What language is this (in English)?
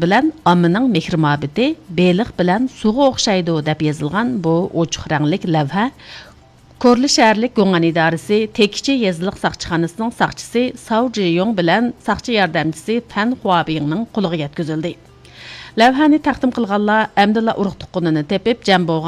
Uyghur